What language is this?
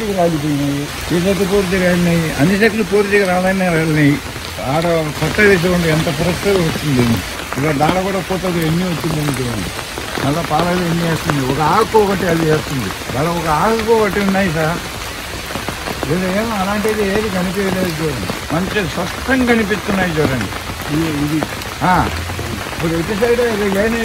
Telugu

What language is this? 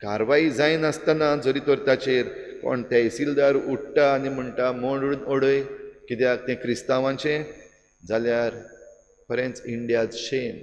Konkani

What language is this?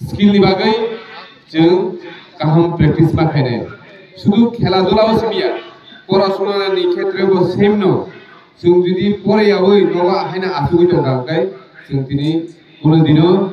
Kok Borok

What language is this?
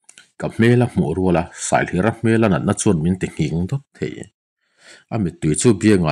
Mizo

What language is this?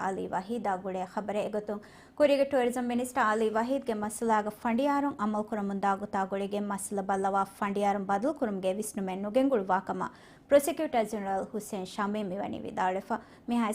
Divehi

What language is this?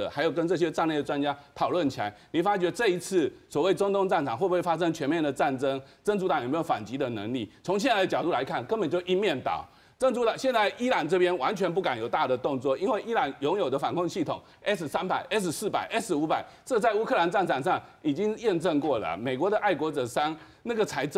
Min Nan Chinese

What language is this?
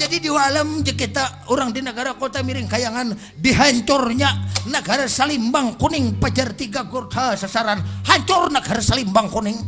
Banjar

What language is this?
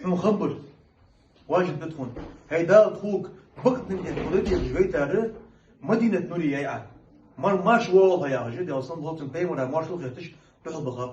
Ingush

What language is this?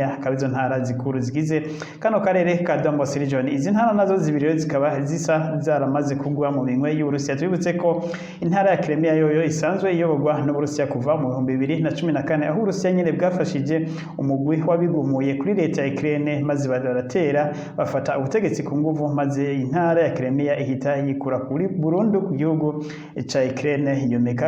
Rundi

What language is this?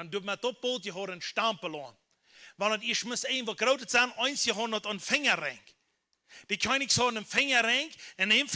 Plautdietsch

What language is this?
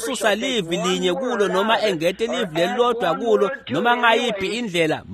Swati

